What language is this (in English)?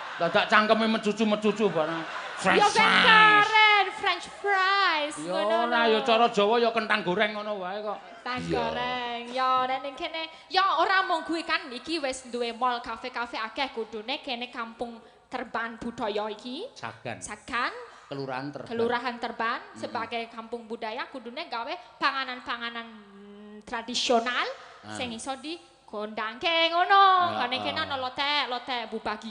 Javanese